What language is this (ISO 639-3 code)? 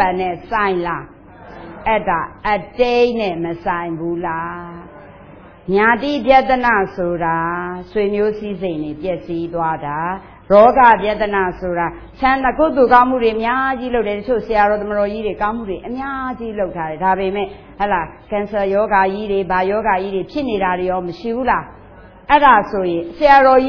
mya